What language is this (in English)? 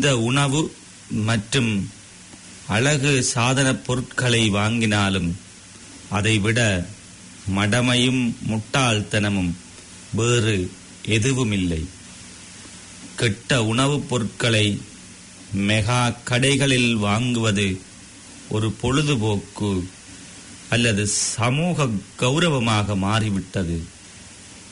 Tamil